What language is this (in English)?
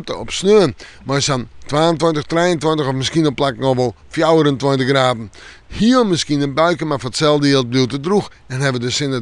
Western Frisian